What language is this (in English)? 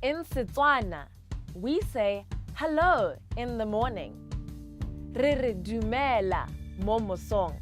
Tswana